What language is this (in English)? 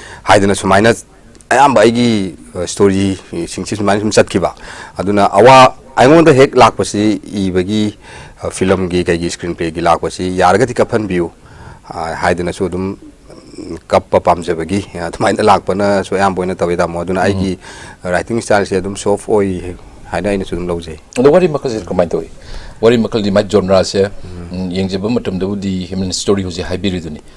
Manipuri